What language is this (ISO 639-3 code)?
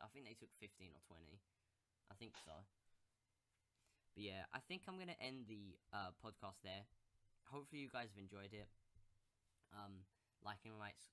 eng